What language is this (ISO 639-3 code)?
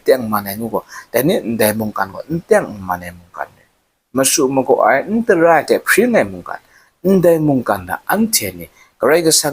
kac